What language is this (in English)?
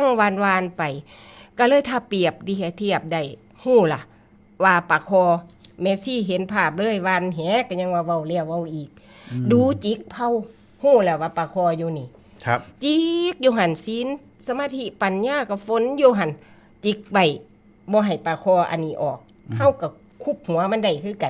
Northeastern Thai